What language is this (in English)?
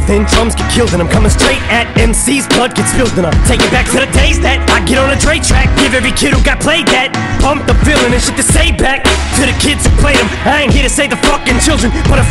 English